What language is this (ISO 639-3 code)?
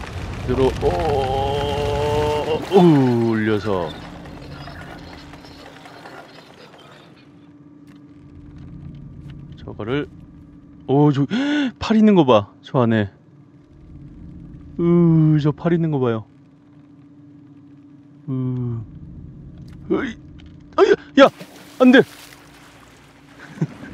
kor